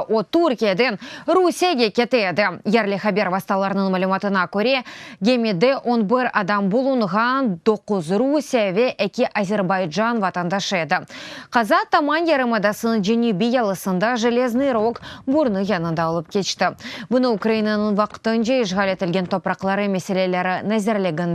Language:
Crimean Tatar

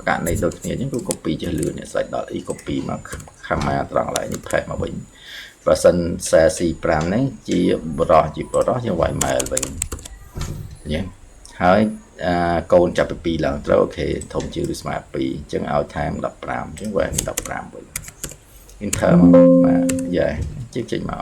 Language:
Khmer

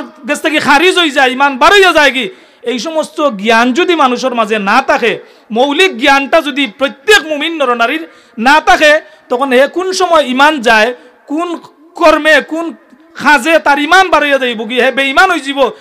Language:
Sylheti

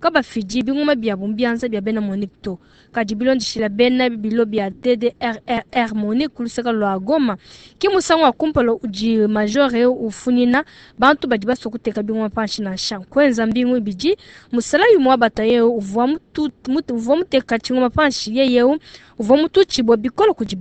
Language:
Luba-Lulua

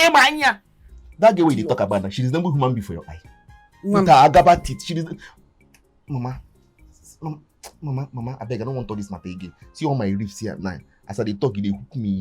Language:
Nigerian Pidgin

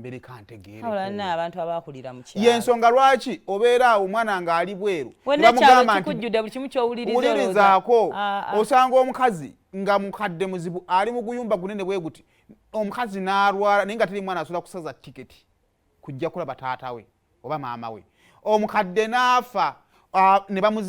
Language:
Ganda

